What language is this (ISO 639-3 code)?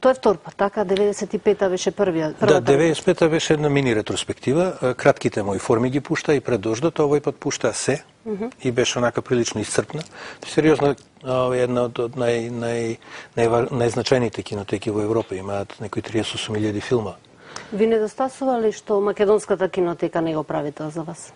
mkd